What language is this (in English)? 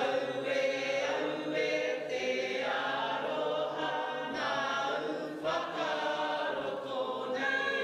Māori